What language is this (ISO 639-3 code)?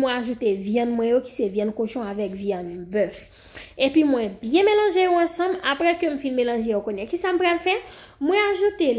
hat